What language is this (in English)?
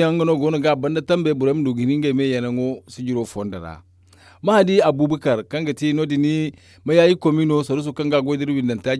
Zarma